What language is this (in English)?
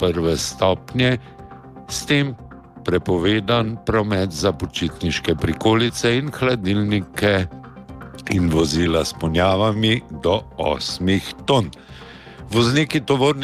Slovenian